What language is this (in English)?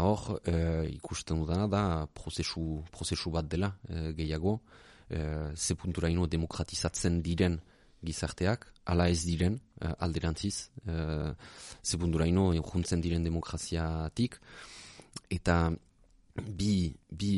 Basque